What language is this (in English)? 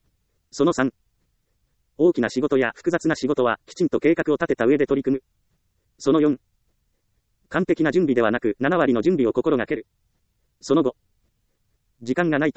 Japanese